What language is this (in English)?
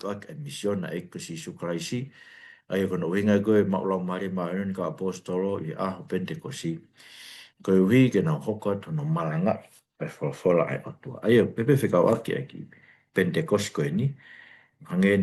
Tongan